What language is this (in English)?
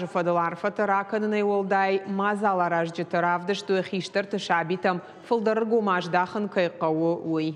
Ossetic